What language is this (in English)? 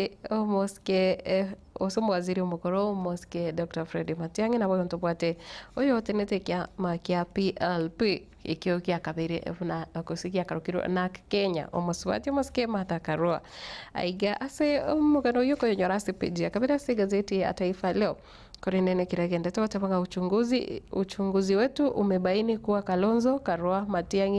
Gusii